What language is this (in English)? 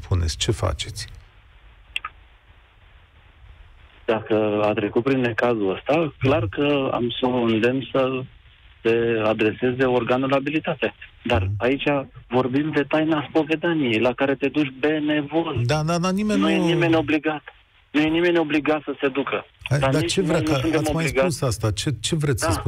Romanian